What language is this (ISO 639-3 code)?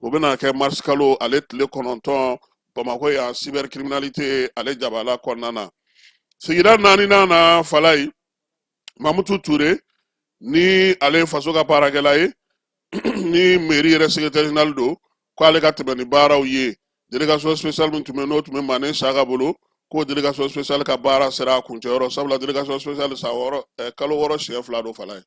bam